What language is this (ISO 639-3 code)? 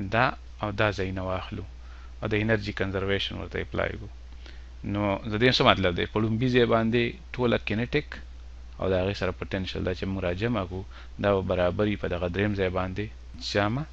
pus